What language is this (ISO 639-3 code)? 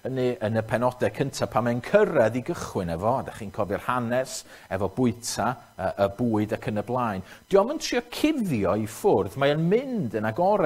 cym